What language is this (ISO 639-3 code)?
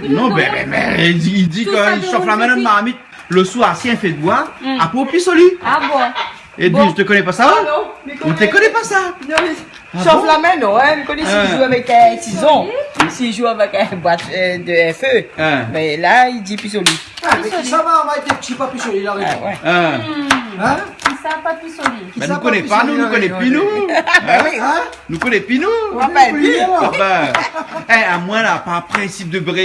rcf